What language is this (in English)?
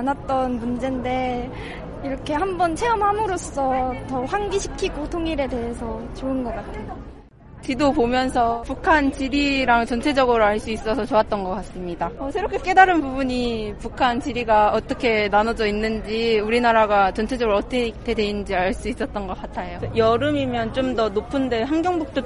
Korean